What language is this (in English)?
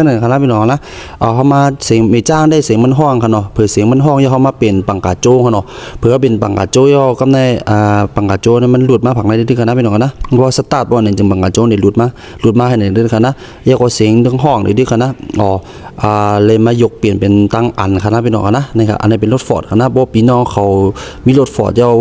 Shan